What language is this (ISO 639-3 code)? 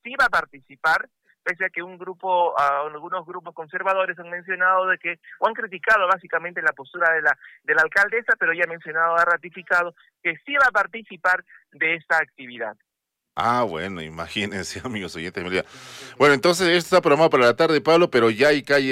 spa